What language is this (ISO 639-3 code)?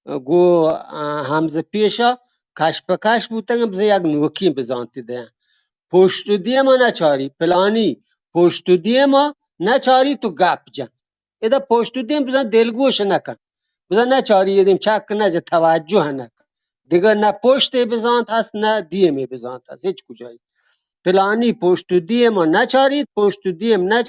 bgp